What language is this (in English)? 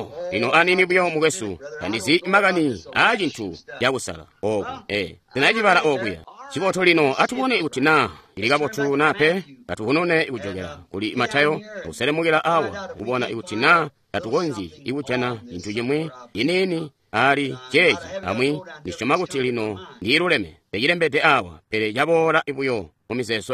Tonga (Zambia)